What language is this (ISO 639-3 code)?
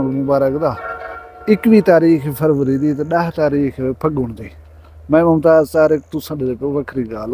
skr